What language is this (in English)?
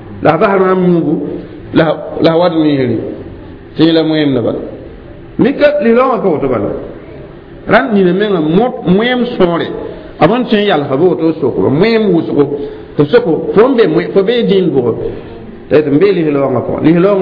Mossi